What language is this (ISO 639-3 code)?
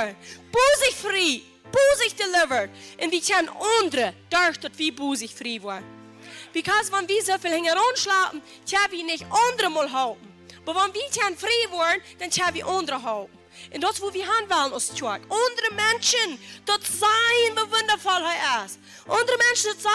pdt